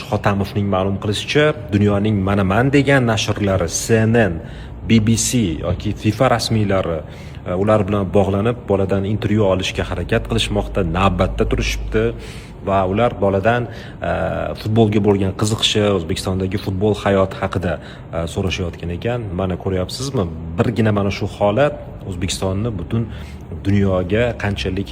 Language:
Uzbek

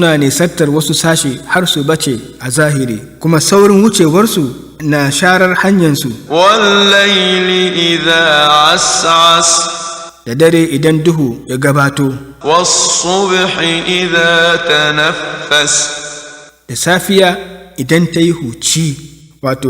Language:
Hausa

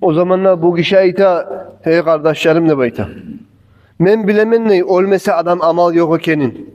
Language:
Kumyk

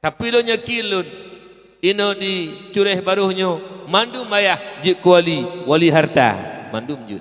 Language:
Achinese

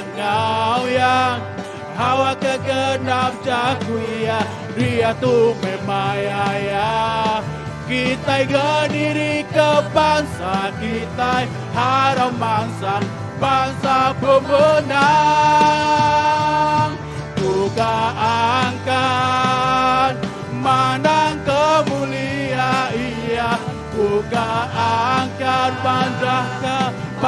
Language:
Iban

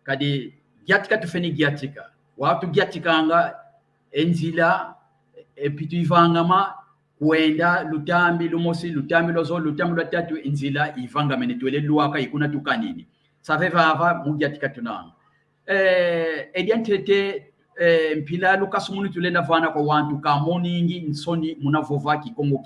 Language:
San Salvador Kongo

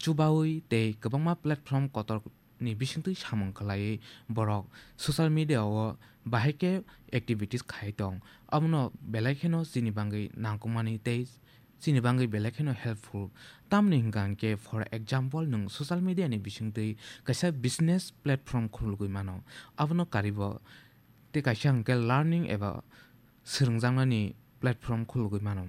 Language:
Kok Borok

